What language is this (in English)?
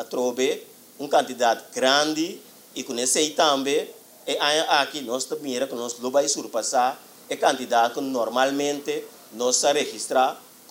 Papiamento